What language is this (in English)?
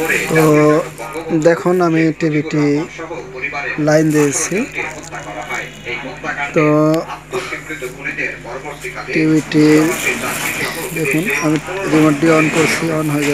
Bangla